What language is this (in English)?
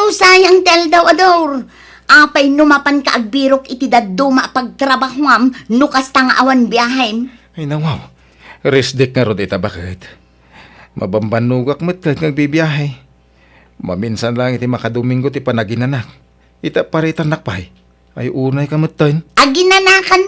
Iloko